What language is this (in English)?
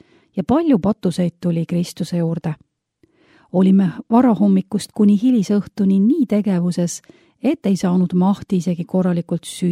Estonian